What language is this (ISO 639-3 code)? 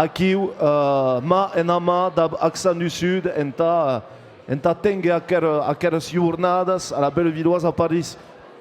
oci